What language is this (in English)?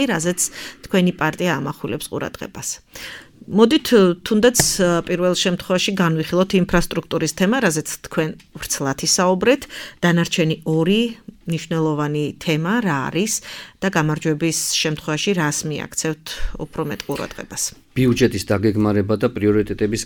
Georgian